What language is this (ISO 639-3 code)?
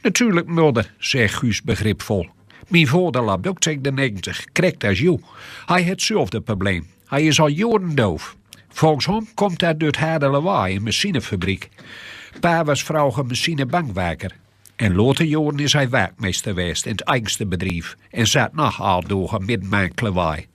gos